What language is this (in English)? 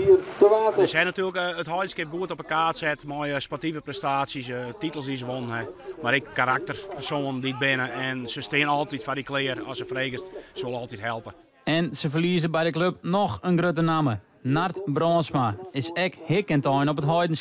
Western Frisian